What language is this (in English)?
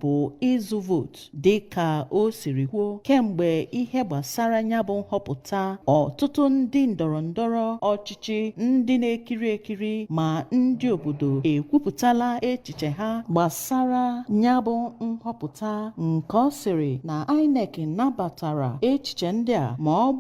Igbo